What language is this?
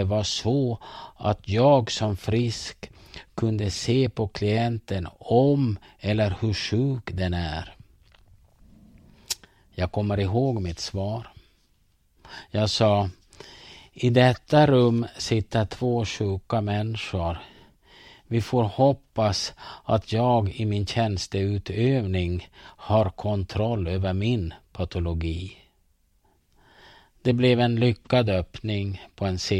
Swedish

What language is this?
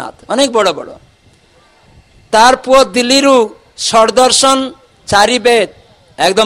Odia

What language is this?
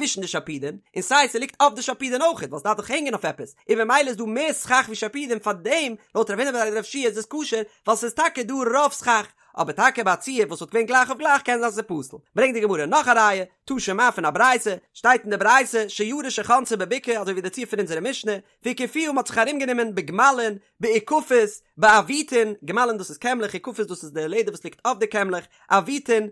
Yiddish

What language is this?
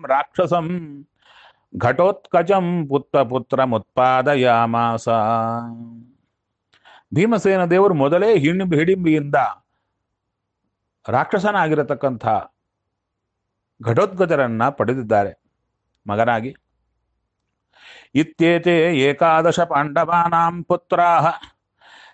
Kannada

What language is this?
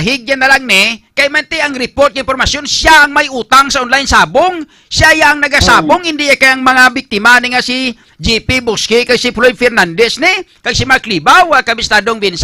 Hiligaynon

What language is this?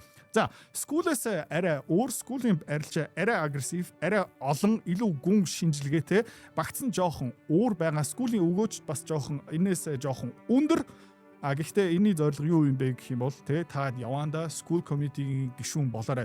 Mongolian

